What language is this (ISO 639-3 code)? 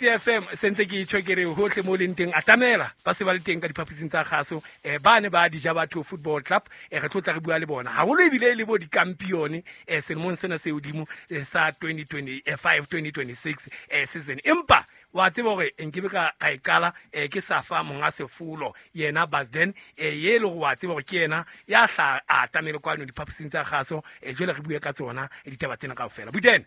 sot